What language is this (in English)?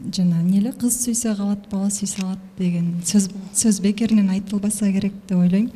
Kyrgyz